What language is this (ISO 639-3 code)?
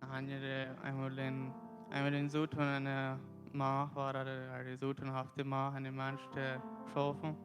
pdt